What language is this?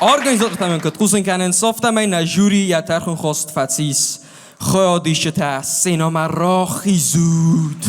Ossetic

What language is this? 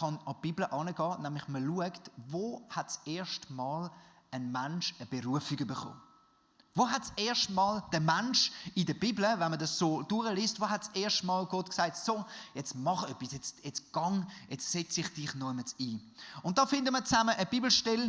Swiss German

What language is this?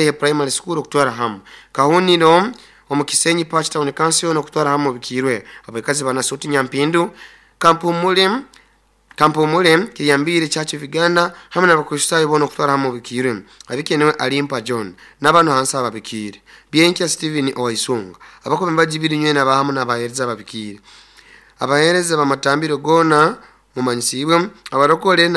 Nyoro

